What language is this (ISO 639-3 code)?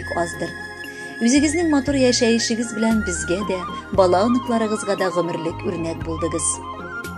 tat